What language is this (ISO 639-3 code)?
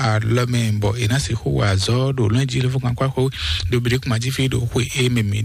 fon